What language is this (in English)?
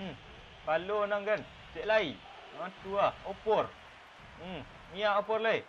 Minangkabau